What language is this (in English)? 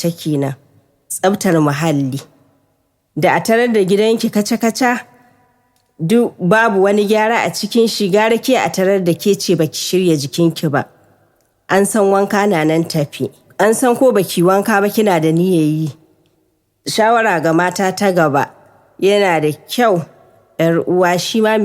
Hausa